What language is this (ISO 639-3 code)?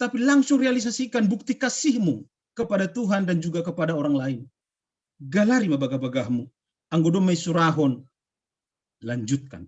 bts